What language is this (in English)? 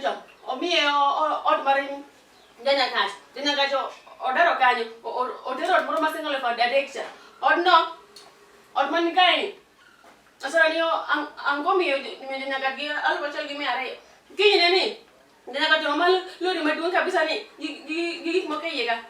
Luo (Kenya and Tanzania)